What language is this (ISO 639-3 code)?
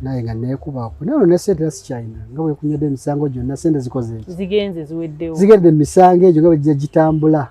lug